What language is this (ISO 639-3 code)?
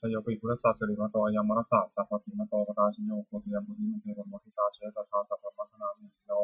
pli